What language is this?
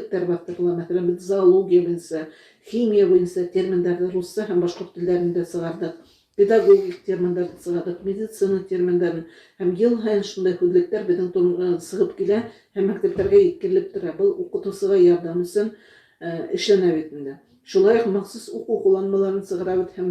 Bashkir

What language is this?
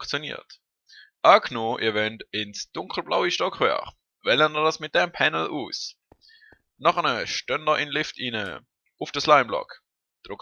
Swiss German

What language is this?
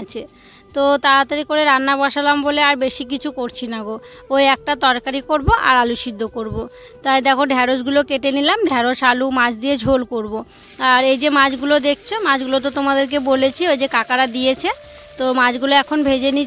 Bangla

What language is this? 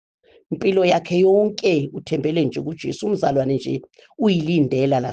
Zulu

